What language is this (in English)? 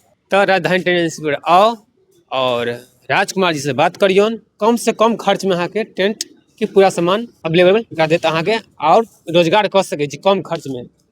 Maithili